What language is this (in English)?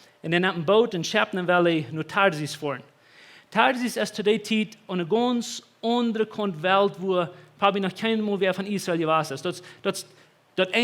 Plautdietsch